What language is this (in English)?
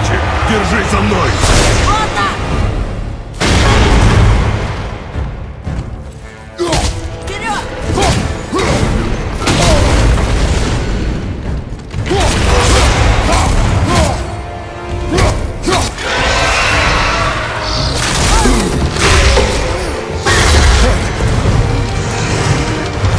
Russian